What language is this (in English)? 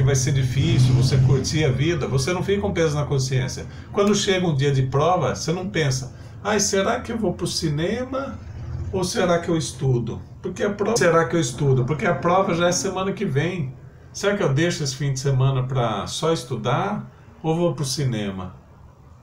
Portuguese